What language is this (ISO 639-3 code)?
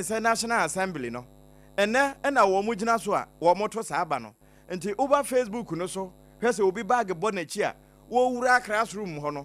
aka